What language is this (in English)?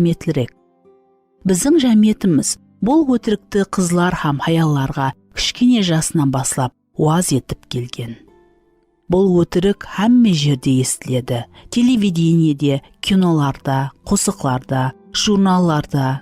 Kara-Kalpak